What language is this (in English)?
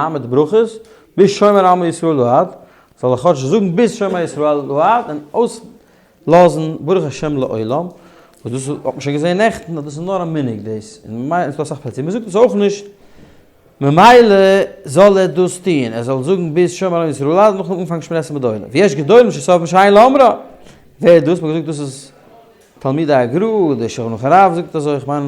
Yiddish